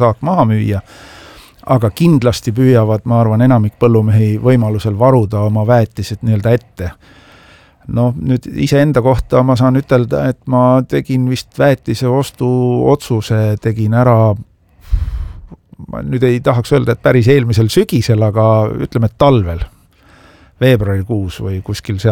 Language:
Estonian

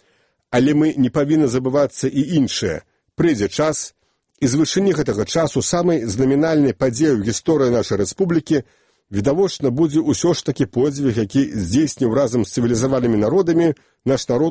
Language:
Belarusian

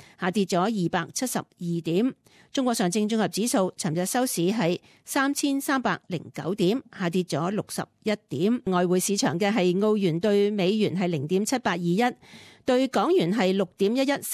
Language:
Cantonese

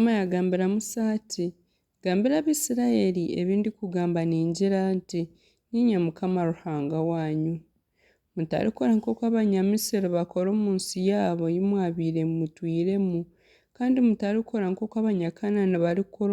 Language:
Nyankole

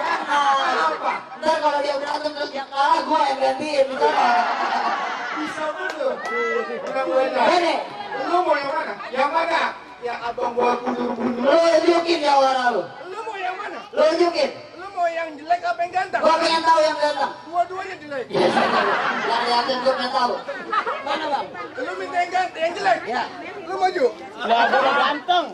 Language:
Betawi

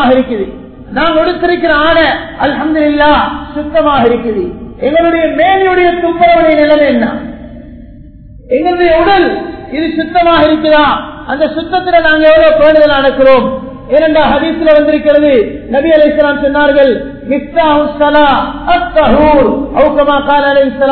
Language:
Tamil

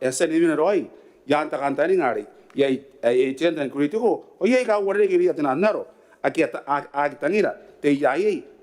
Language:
Gilbertese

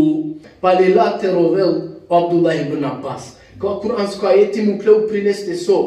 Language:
Balkan Romani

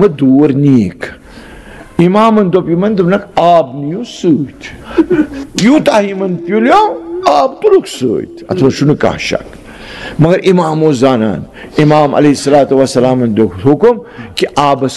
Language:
Kashmiri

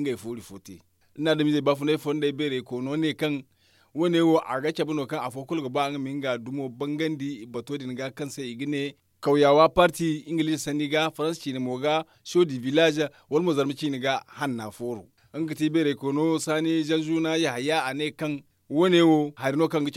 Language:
Zarma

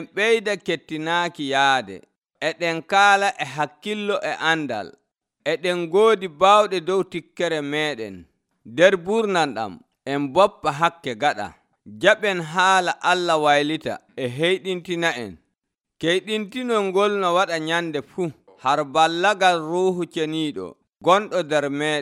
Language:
Nigerian Fulfulde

